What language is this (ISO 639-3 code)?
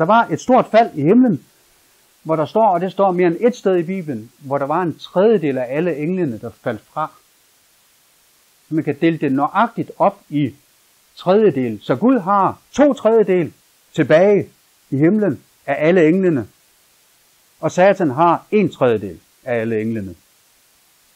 dan